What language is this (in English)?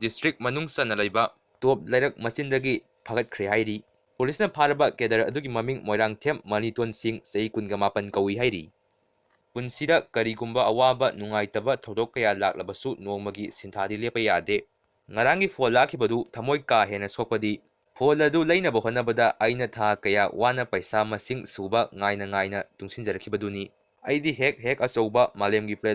Manipuri